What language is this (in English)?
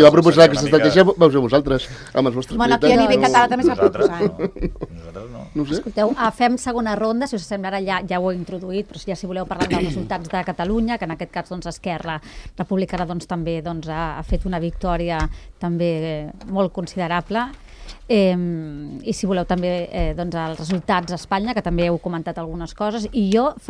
Catalan